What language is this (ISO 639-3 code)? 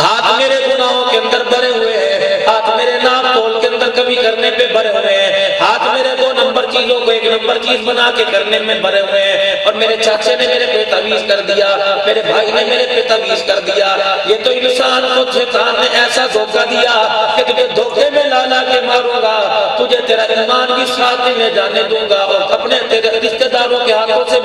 urd